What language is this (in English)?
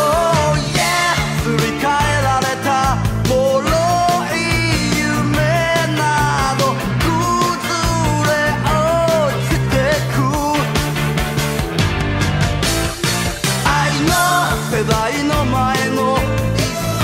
Japanese